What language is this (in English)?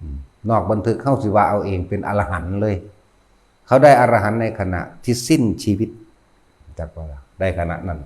Northeastern Thai